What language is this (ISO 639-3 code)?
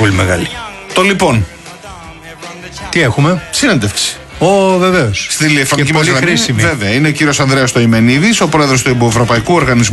ell